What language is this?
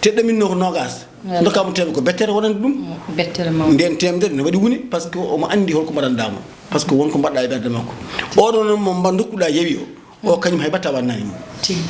Fula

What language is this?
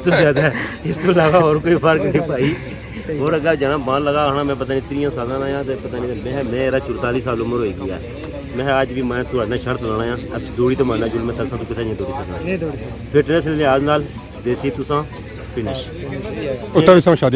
Pahari-Potwari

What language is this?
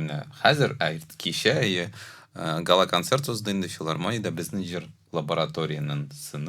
Tatar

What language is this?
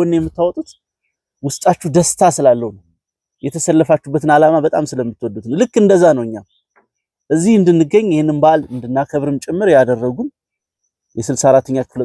Amharic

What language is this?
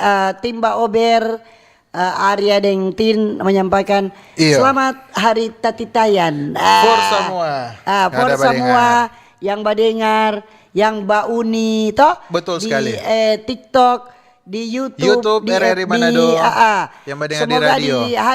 Manado Malay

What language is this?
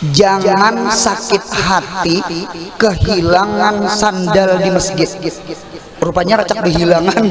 Banjar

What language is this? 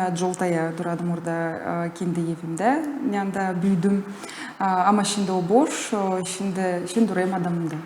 Gagauz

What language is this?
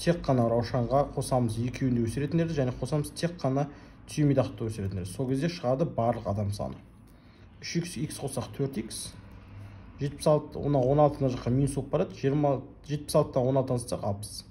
Kazakh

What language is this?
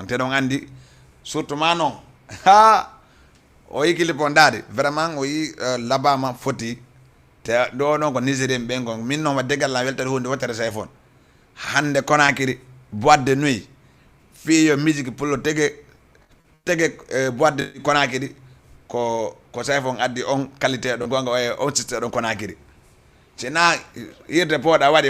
Fula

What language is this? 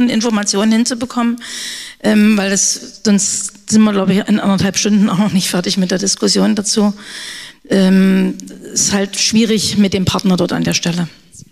German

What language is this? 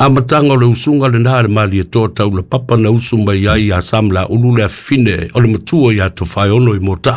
Samoan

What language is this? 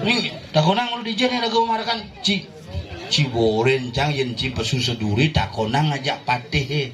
Balinese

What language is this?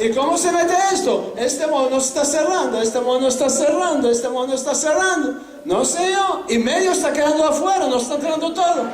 Ladino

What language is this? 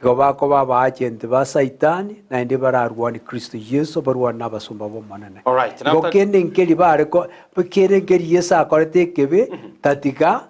Gusii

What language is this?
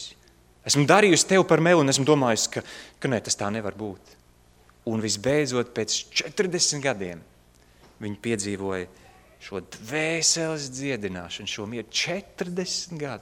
Latvian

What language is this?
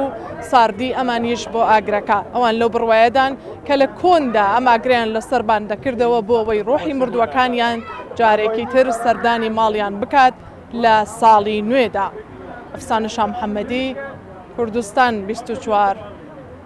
Central Kurdish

